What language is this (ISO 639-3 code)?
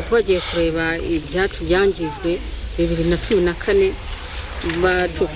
kin